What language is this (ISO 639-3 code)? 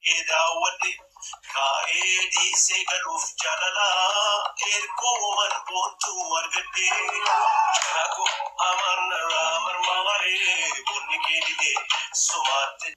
orm